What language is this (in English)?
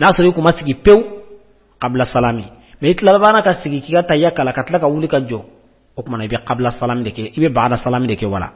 Bambara